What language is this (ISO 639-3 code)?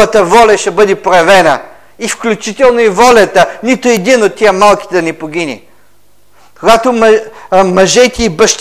bul